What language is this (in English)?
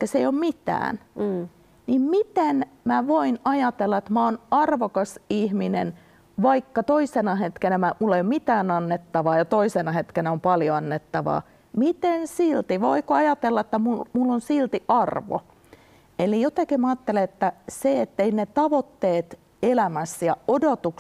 Finnish